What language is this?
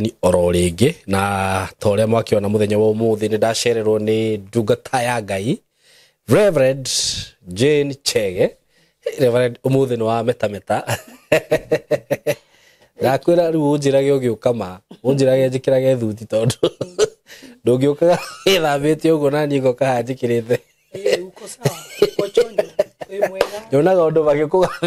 Kikuyu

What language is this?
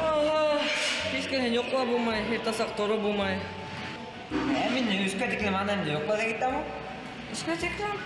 Bashkir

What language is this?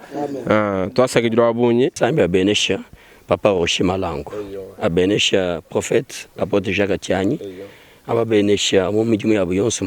Luba-Lulua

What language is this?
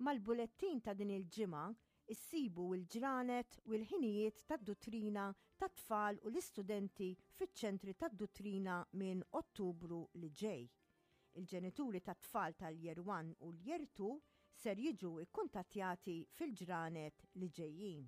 Maltese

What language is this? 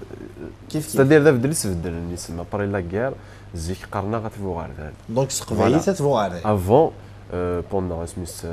Kabyle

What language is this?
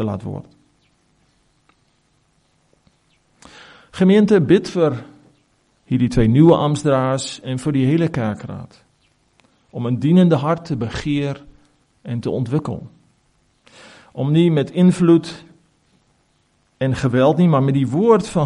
Afrikaans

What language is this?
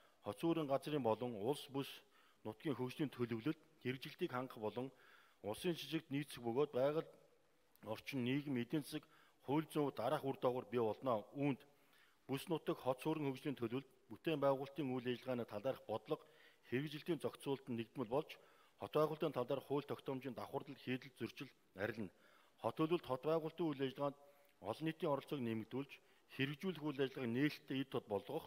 Mongolian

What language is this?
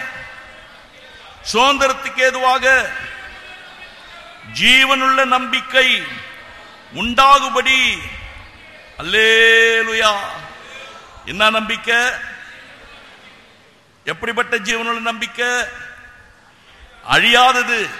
Tamil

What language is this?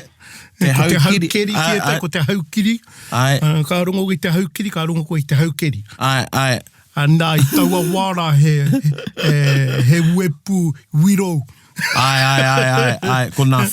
Māori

